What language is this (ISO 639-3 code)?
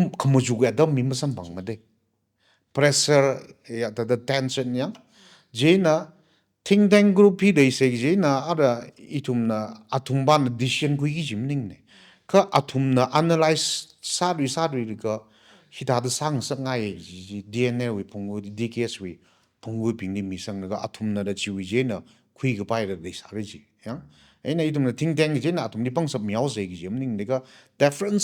nmf